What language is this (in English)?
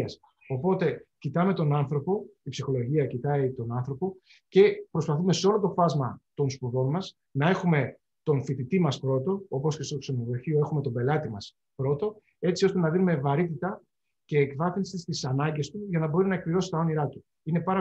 Greek